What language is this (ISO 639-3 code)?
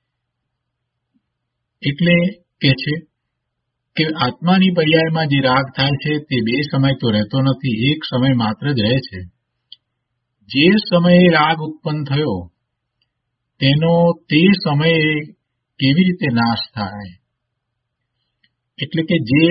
guj